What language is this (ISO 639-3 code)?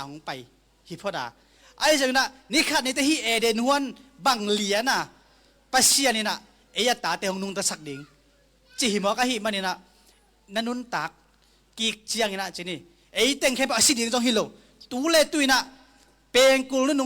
ctd